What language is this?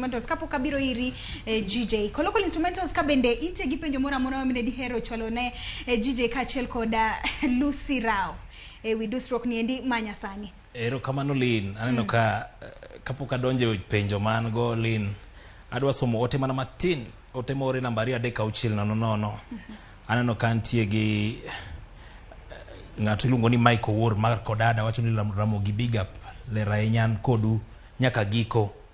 Luo (Kenya and Tanzania)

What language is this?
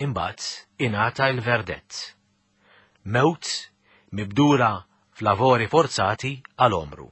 Maltese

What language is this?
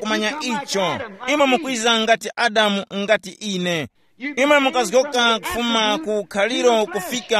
Tumbuka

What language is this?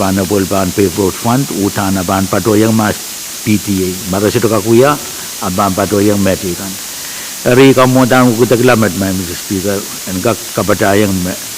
Pohnpeian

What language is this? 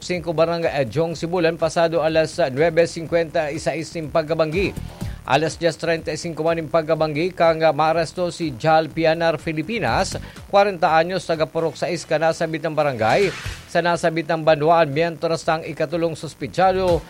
Bikol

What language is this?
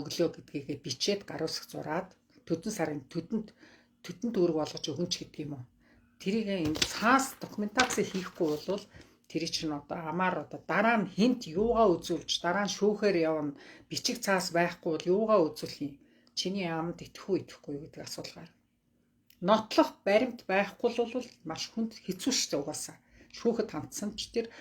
Mongolian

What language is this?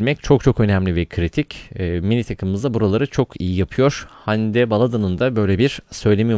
Turkish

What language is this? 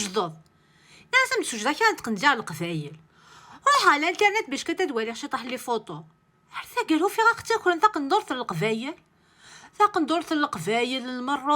Kabyle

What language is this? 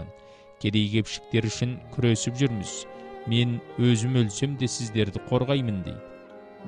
Kazakh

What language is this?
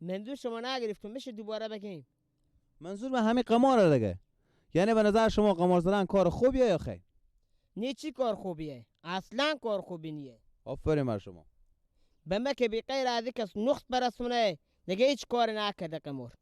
Persian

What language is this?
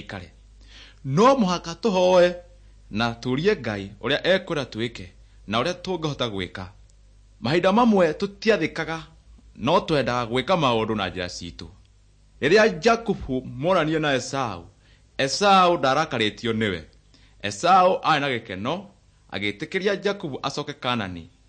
Kikuyu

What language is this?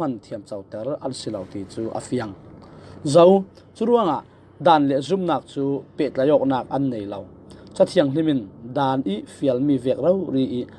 Falam Chin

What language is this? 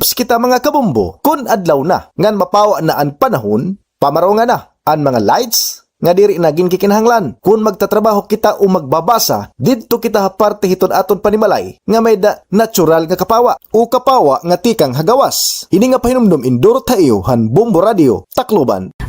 Waray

